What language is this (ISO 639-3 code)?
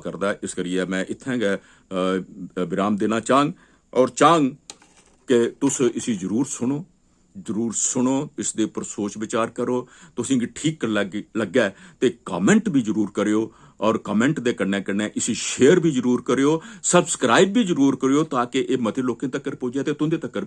doi